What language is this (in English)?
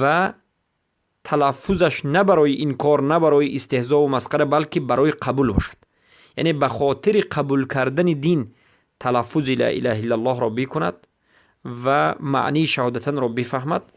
Persian